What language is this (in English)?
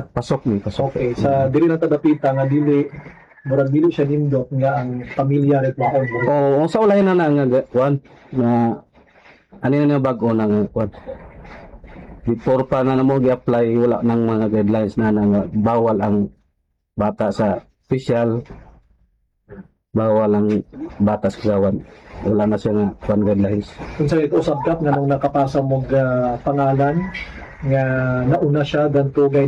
Cebuano